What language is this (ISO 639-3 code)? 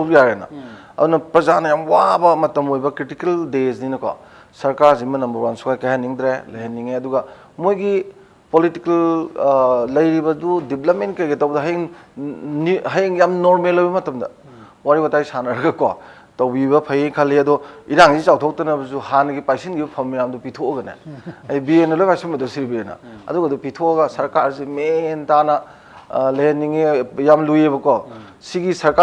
mni